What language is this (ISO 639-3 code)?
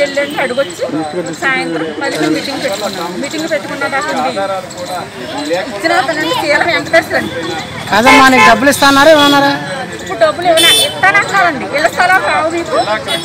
tel